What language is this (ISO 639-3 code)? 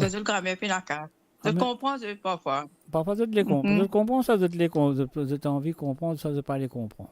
mfe